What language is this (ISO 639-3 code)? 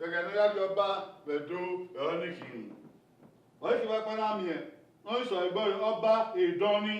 bin